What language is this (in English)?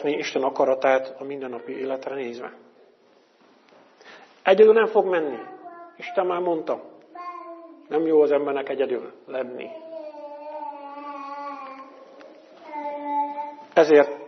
Hungarian